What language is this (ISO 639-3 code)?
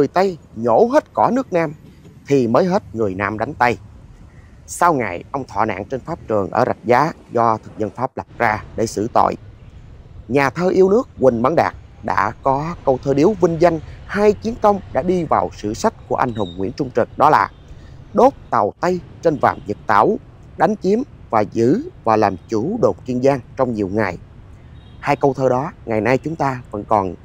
vie